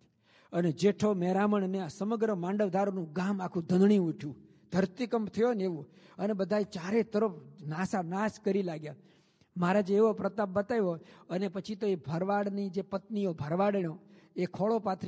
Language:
Gujarati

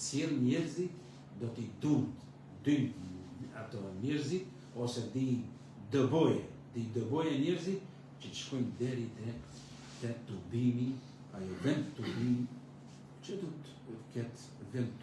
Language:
Albanian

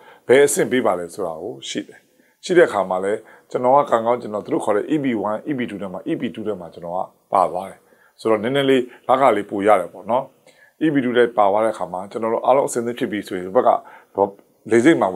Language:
Burmese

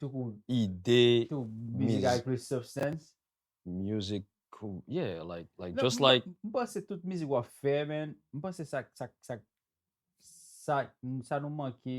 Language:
Haitian Creole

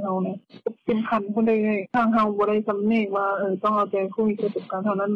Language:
Lao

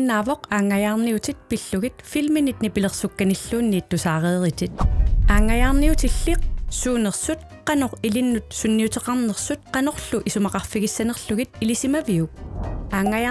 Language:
Kalaallisut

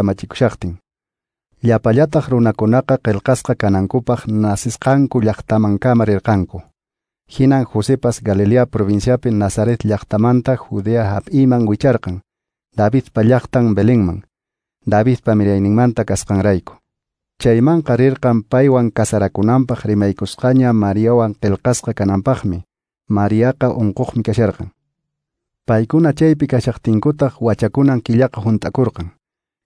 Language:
Quechua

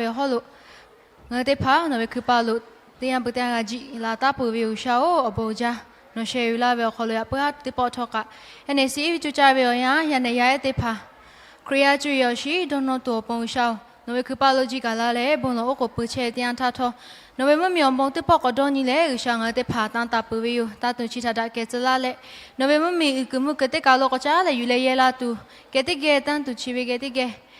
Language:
Lahu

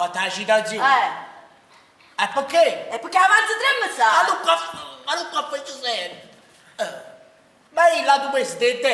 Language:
Neapolitan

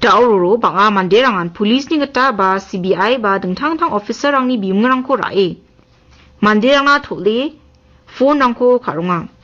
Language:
Garo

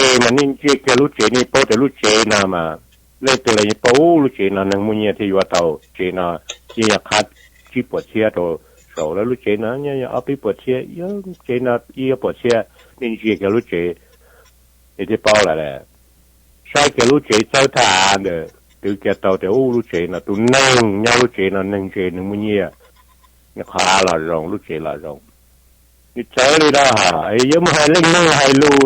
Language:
Hmong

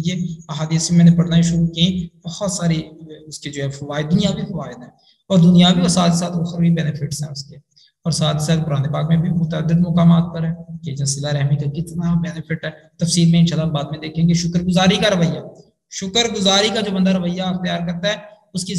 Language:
Urdu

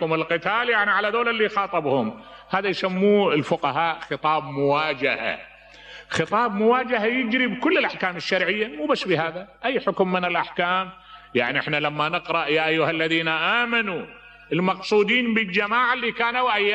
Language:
Mesopotamian Arabic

